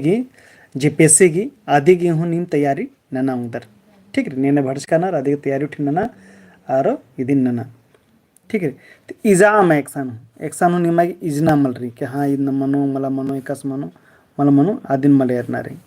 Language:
Kurukh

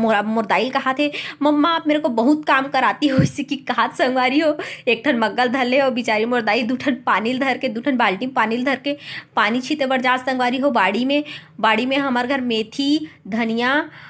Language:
Chhattisgarhi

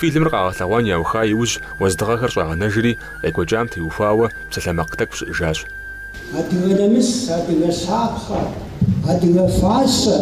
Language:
Kabardian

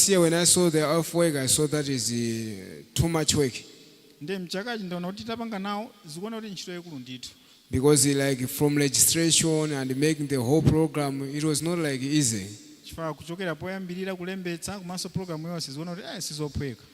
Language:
Nyanja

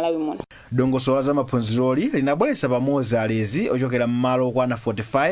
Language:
Nyanja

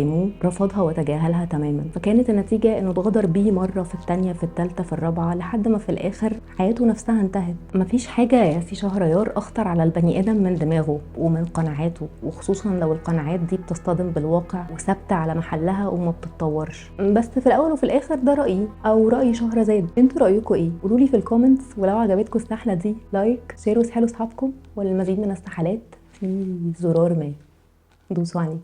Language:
Egyptian Arabic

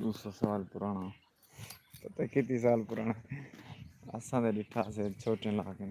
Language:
Saraiki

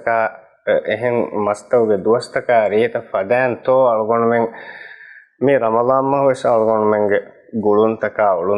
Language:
Divehi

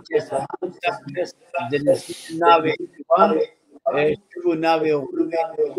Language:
Kurdish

